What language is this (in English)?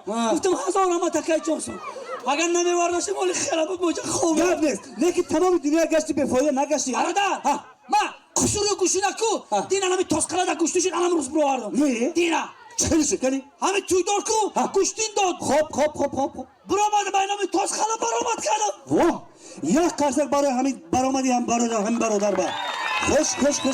Tajik